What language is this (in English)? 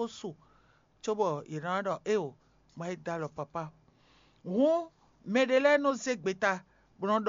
Fon